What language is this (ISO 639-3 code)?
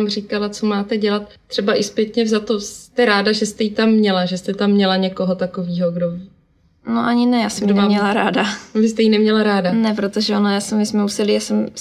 ces